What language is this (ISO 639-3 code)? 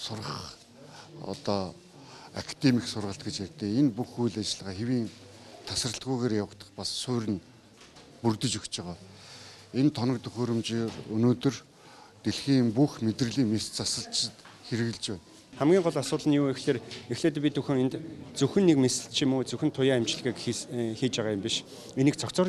mon